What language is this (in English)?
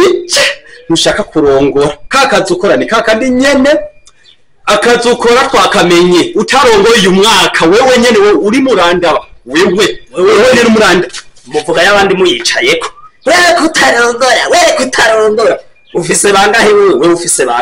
Rundi